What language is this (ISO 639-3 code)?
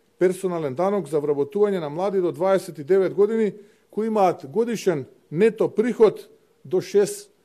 mkd